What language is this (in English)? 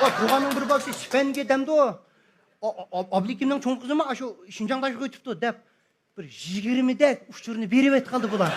Uyghur